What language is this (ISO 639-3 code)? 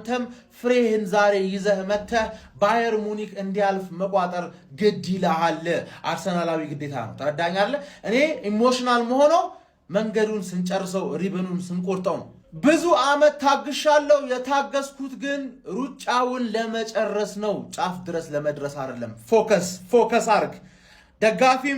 amh